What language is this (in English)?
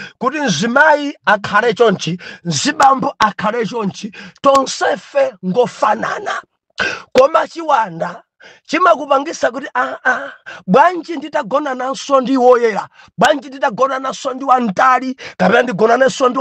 Nyanja